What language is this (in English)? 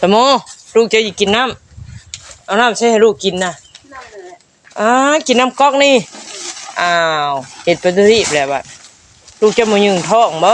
Northeastern Thai